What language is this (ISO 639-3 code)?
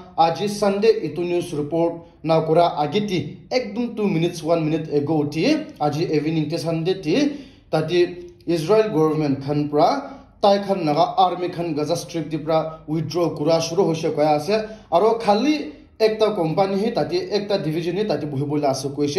nag